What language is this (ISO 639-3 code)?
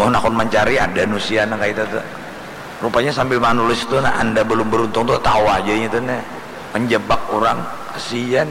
bjn